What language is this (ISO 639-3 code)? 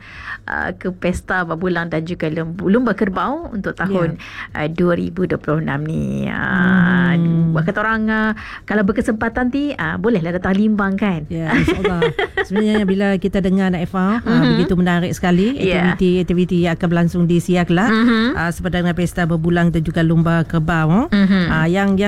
msa